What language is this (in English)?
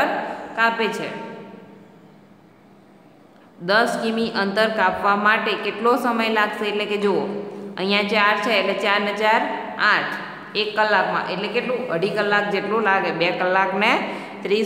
Gujarati